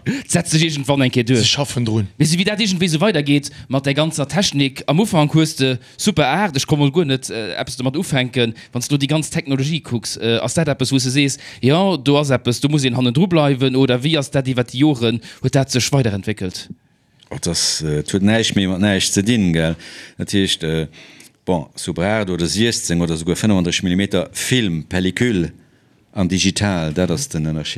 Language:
Luxembourgish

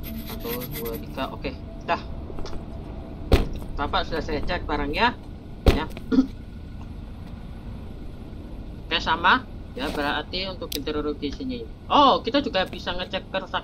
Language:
Indonesian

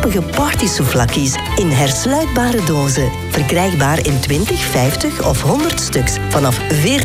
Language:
Dutch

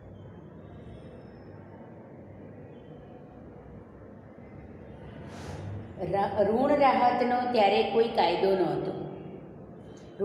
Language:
Gujarati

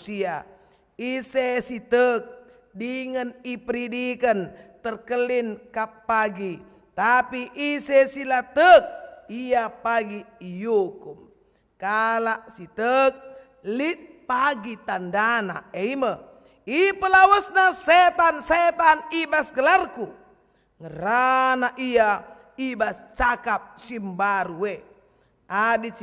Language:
Batak Karo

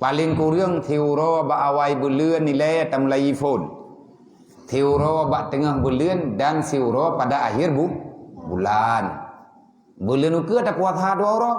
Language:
Achinese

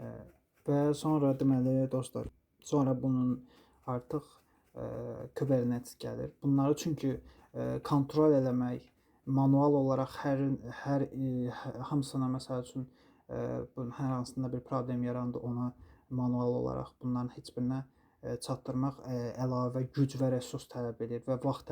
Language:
Azerbaijani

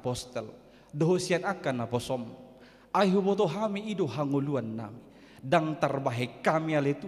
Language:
Batak Toba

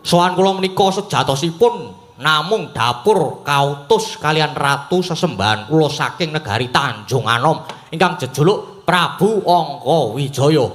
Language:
Javanese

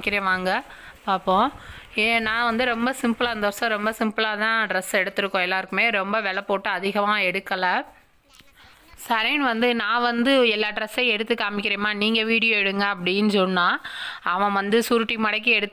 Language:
Tamil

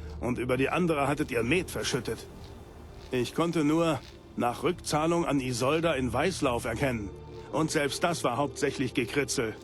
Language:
Bavarian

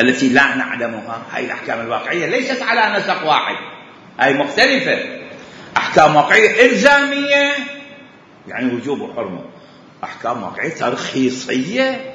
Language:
Mesopotamian Arabic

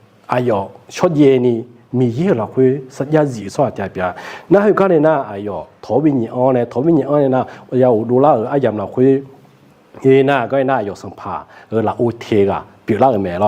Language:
Akha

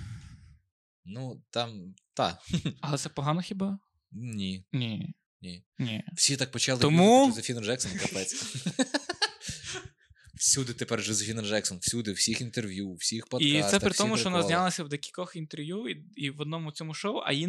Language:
Ukrainian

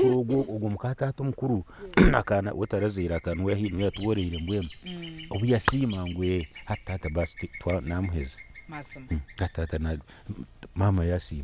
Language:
Nyankole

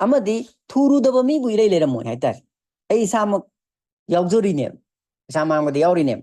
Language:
Manipuri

